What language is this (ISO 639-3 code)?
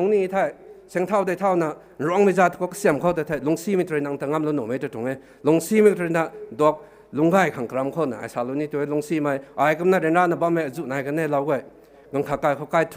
nbu